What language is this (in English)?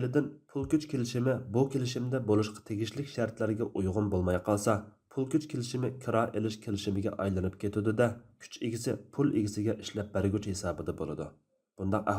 Uyghur